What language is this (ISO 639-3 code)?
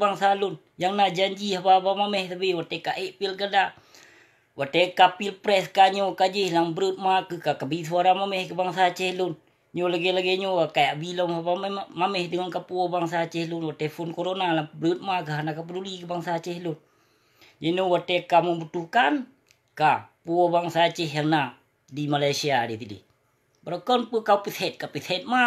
ace